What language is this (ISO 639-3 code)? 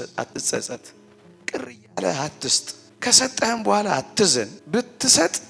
amh